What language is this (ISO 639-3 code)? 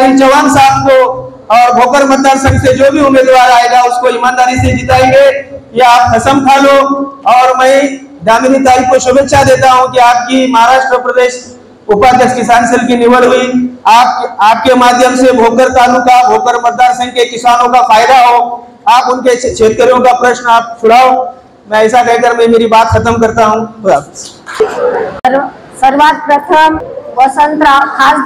mar